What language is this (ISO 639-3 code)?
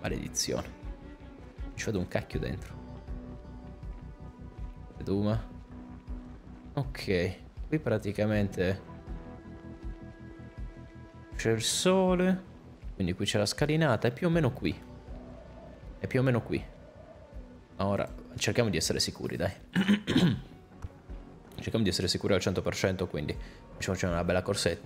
ita